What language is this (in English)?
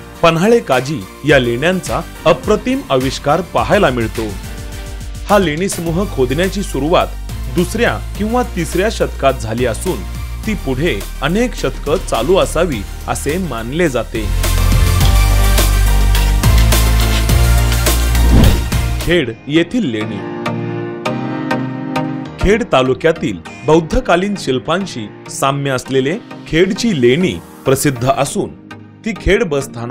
Marathi